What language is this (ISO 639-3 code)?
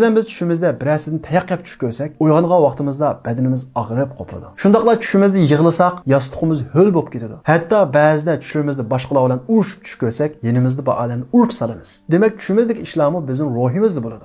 uig